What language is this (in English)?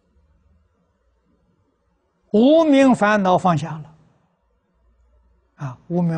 Chinese